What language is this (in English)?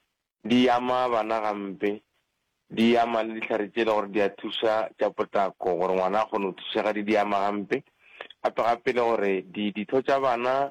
Northern Sotho